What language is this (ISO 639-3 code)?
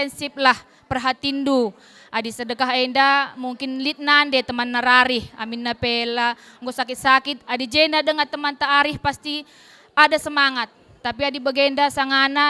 btx